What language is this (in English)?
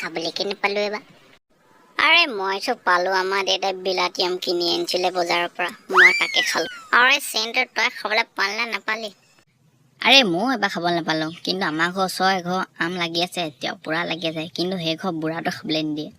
Assamese